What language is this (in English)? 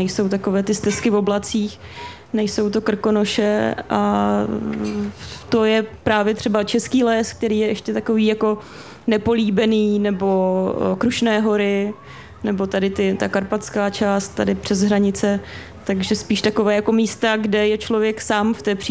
Czech